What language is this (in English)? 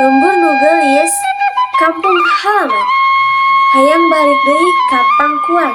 Sundanese